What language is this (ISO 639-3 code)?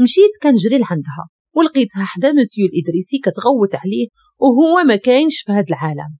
ary